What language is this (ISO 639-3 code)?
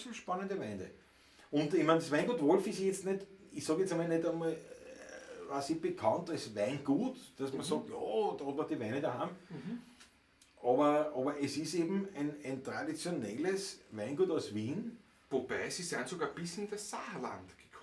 bar